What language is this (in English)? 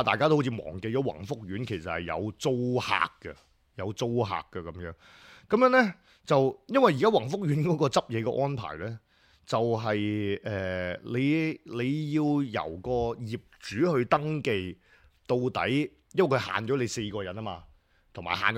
Cantonese